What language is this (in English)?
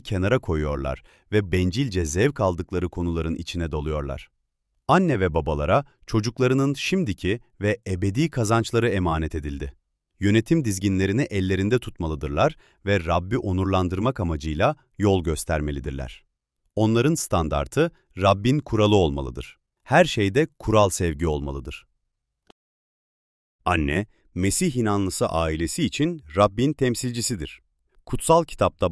Turkish